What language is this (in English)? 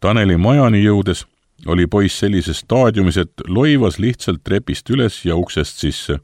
Estonian